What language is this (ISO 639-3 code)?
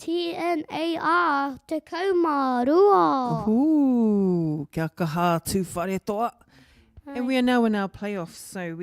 mri